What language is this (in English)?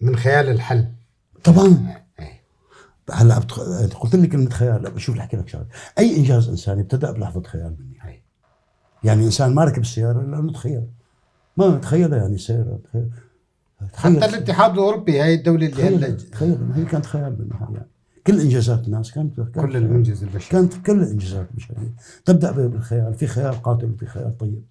North Levantine Arabic